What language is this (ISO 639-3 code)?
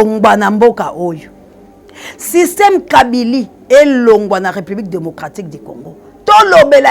lin